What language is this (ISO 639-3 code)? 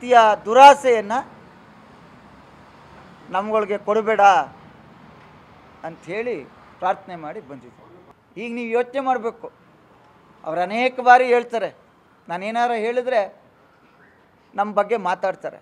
kan